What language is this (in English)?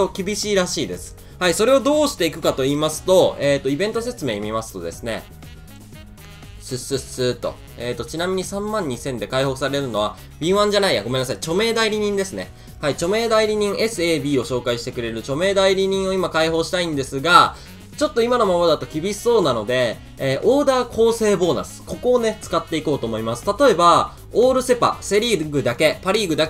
Japanese